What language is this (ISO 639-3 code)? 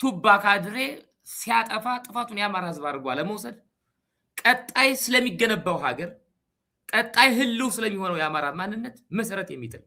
amh